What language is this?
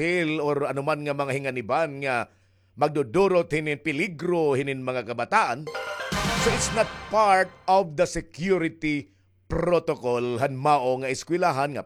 Waray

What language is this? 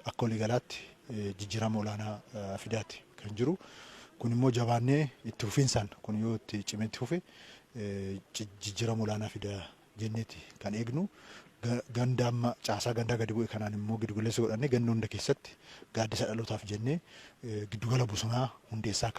Oromo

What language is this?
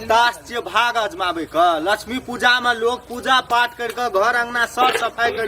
Maithili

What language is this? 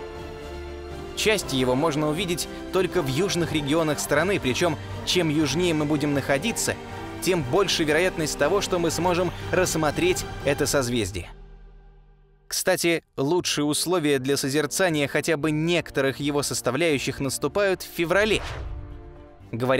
Russian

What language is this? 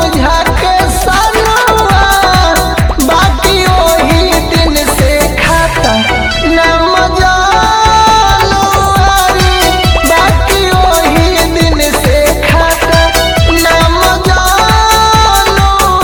Bhojpuri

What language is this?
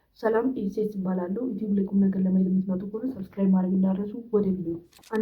Amharic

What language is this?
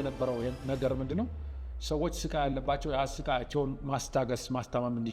Amharic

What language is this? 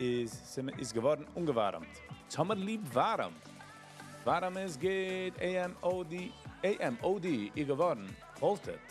Yiddish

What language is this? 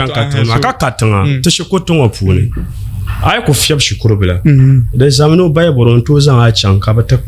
Dagbani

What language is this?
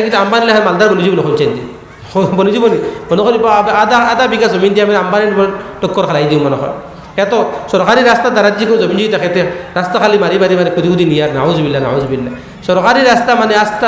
Sylheti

